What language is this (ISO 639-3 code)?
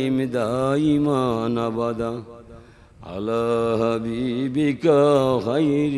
syl